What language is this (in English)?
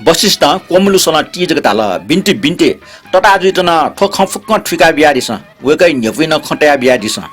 Newari